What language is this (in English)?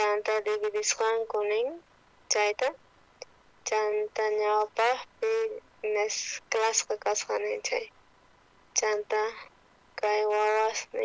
South Bolivian Quechua